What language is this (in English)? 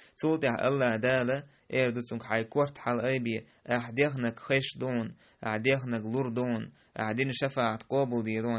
Chechen